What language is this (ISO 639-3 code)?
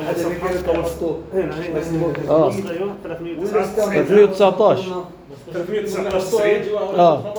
apc